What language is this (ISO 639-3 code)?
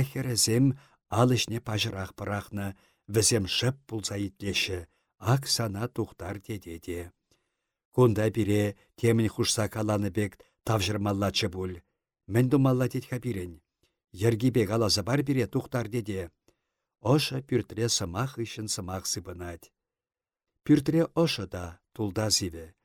chv